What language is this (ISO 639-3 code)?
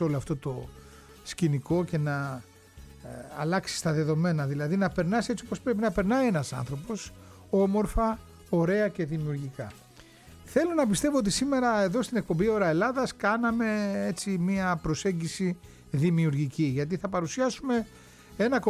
ell